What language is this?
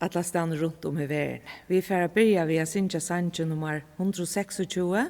Faroese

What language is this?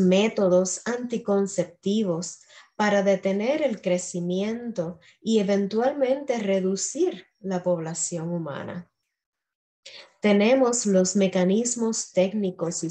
Spanish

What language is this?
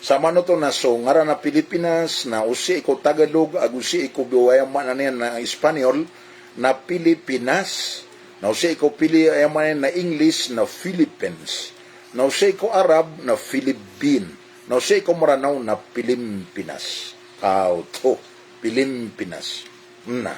Maranao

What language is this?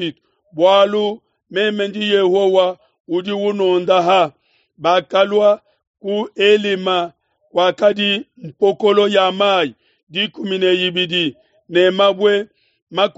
Luba-Lulua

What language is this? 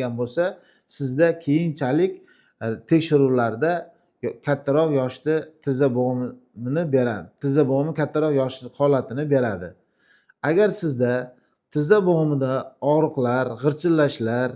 Uzbek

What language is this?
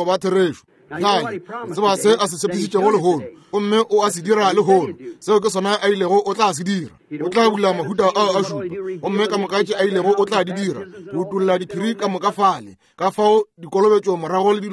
Northern Sotho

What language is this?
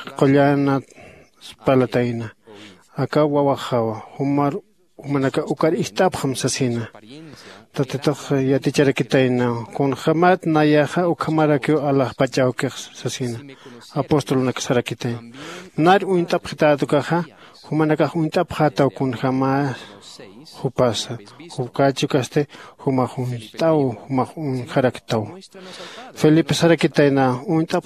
Aymara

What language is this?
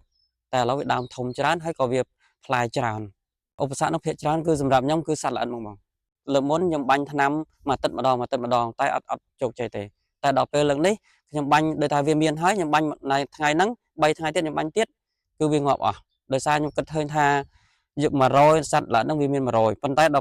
Khmer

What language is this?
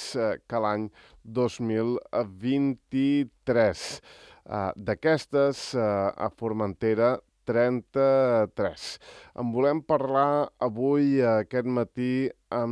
Catalan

